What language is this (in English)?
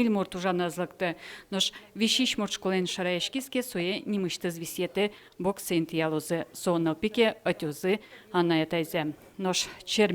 Udmurt